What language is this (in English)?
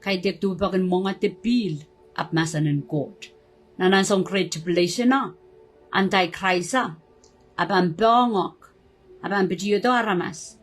Pohnpeian